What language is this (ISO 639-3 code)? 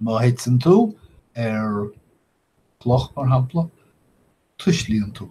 gle